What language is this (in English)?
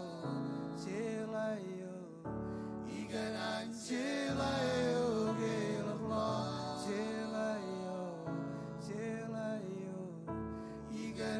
Marshallese